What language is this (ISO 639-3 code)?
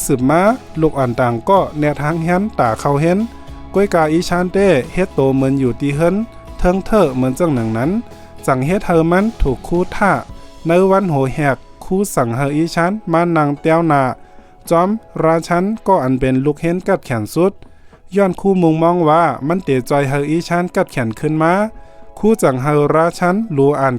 shn